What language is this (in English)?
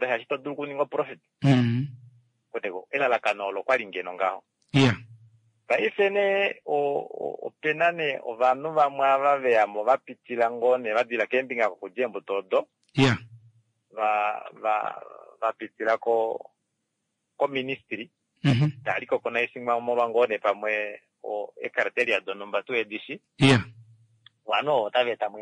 Kuanyama